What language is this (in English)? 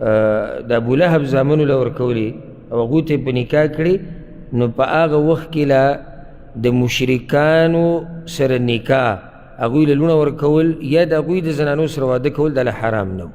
Pashto